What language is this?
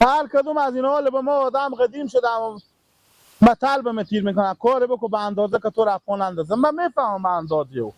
Hazaragi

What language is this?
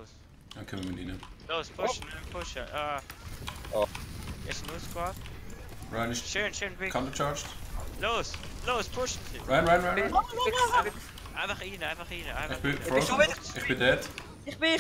Swiss German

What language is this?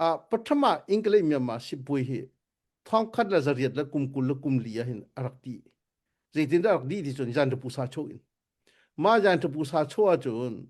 Hakha Chin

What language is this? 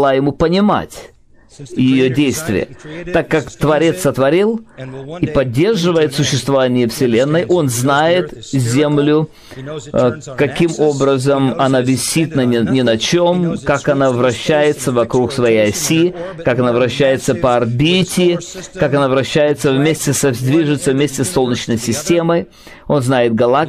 Russian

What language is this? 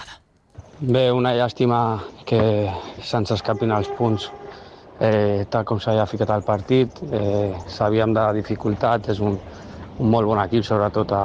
Catalan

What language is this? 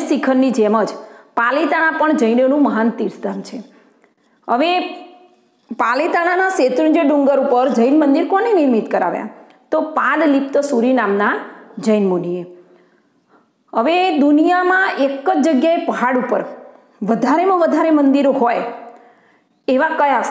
Gujarati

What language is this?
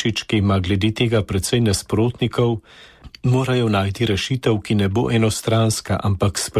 Slovenian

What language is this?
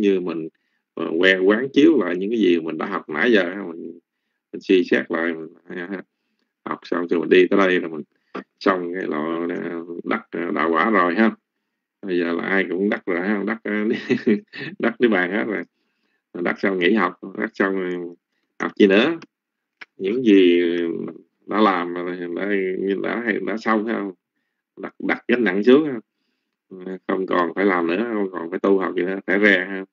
Vietnamese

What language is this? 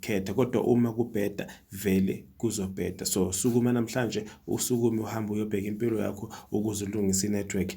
Zulu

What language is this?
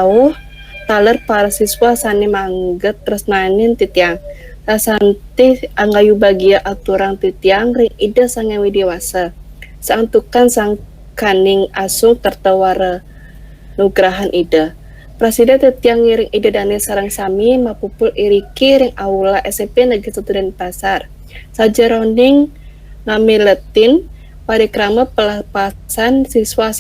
Balinese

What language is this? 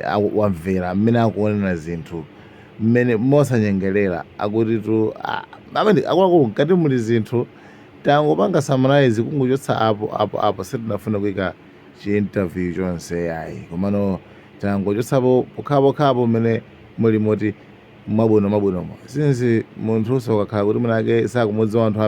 Nyanja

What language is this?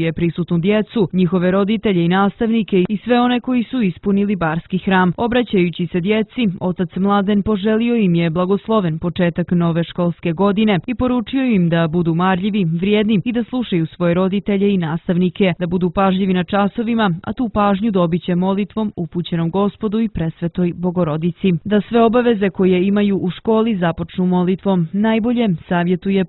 Serbian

